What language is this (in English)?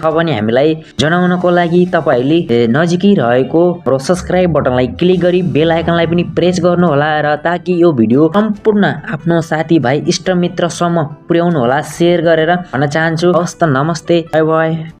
Nepali